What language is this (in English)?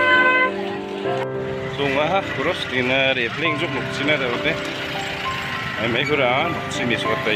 Malay